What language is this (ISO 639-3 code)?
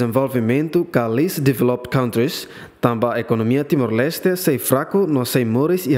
tet